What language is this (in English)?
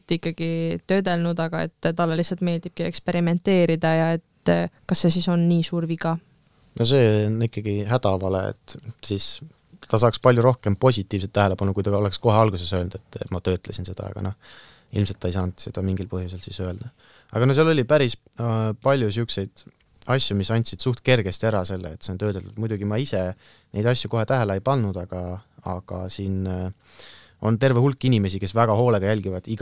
Estonian